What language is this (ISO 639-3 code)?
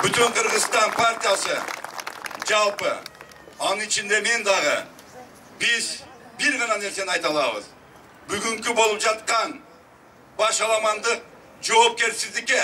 kir